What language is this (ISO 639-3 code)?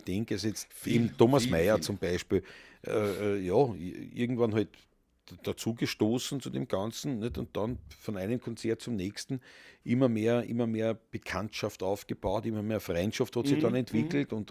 bar